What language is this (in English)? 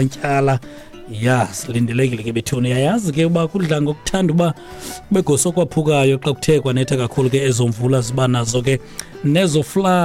Xhosa